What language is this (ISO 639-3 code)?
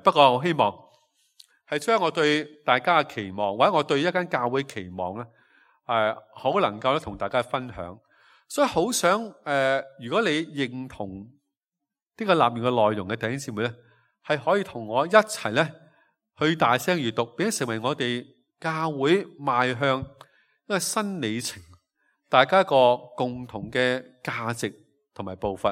yue